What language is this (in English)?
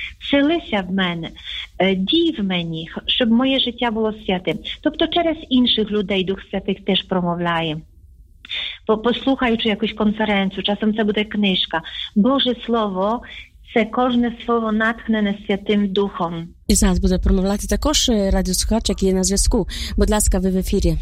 Ukrainian